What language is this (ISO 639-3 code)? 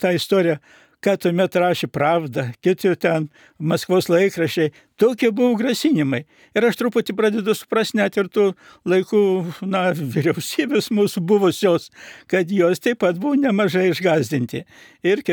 lit